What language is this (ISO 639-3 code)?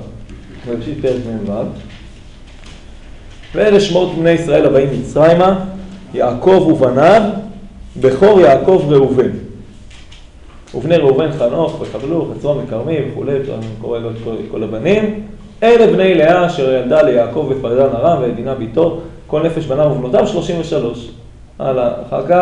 heb